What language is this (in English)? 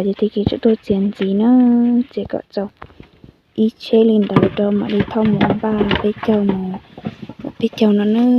Hmong